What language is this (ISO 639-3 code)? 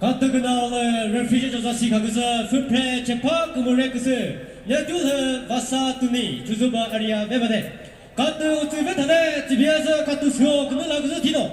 nri